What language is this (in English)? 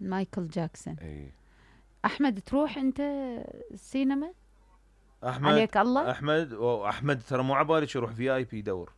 Mesopotamian Arabic